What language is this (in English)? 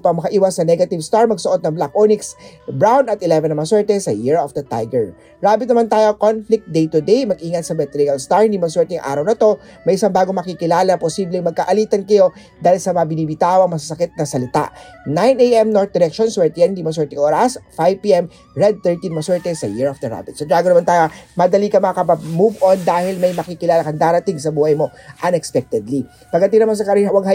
Filipino